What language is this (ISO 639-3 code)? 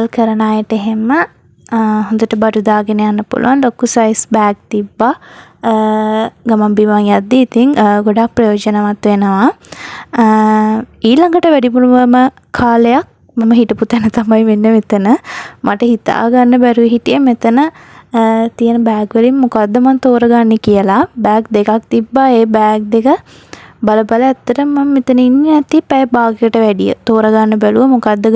sin